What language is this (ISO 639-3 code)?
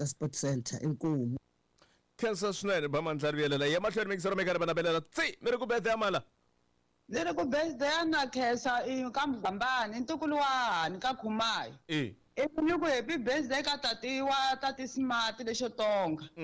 tso